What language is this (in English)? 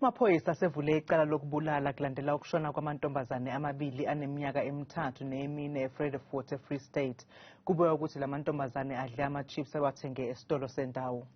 Zulu